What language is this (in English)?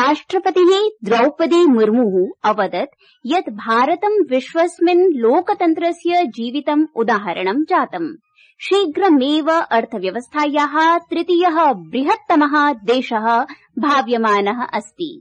Sanskrit